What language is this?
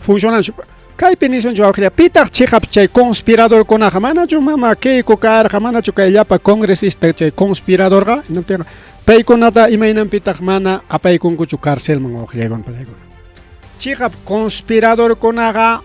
Ayacucho Quechua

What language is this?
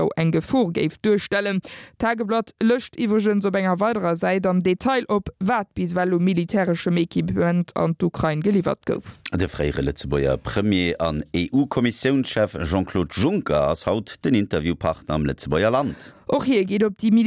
Luxembourgish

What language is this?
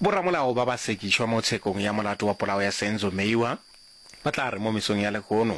Northern Sotho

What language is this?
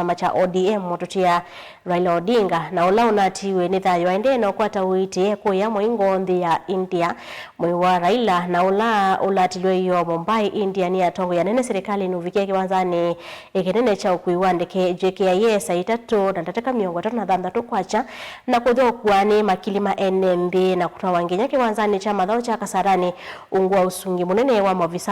Kamba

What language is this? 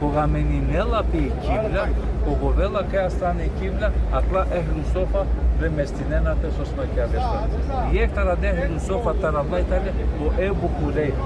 Balkan Romani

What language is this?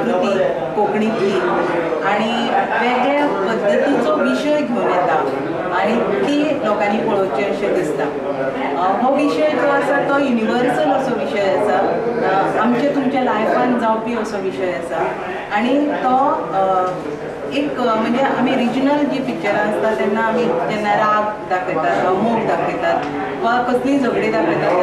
Konkani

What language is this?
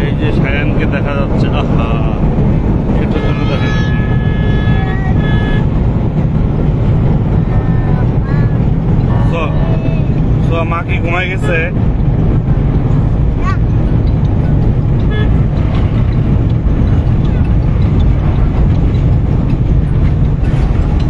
Bangla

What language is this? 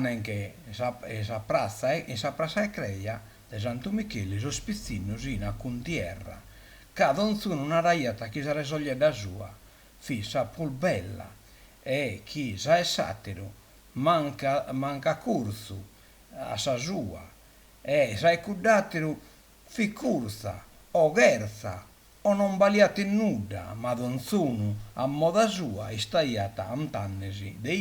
Sardinian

